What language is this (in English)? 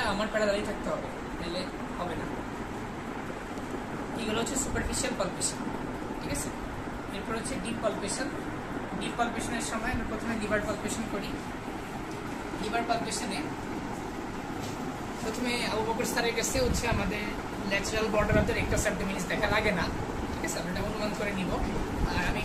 Bangla